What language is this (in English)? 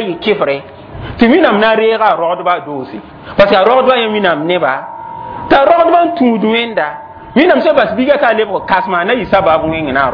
Mossi